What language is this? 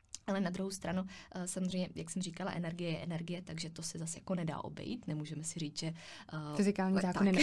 Czech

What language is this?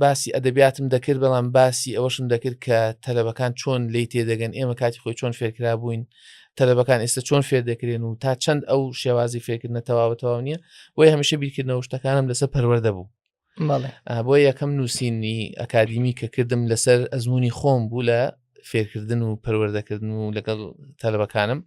Central Kurdish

